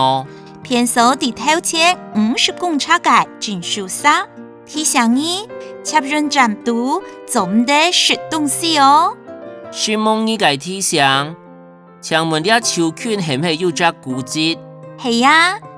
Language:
Hakka Chinese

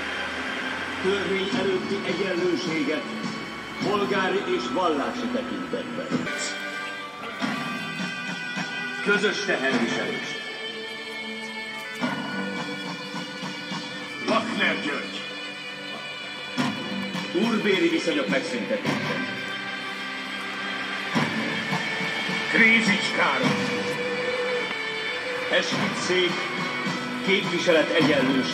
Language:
Hungarian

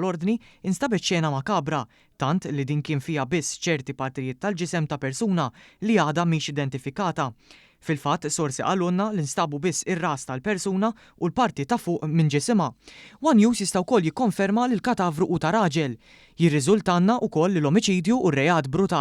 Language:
Maltese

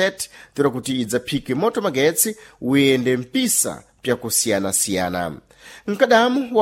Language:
Sena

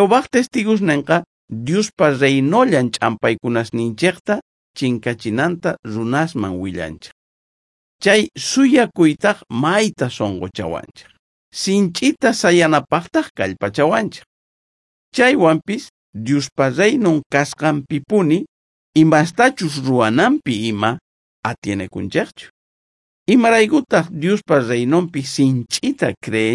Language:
South Bolivian Quechua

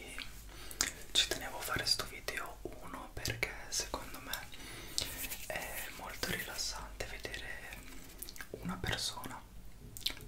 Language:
Italian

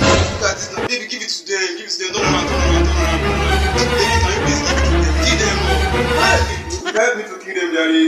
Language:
Nigerian Pidgin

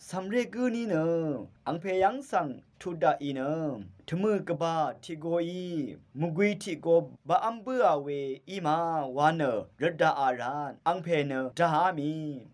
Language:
Rawang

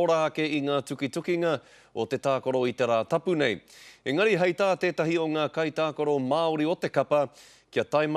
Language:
Māori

